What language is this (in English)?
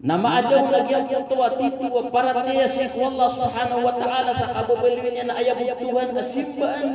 Maranao